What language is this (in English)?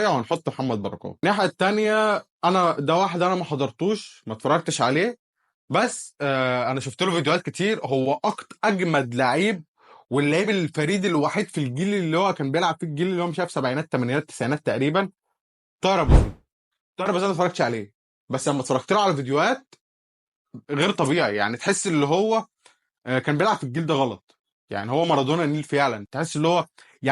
Egyptian Arabic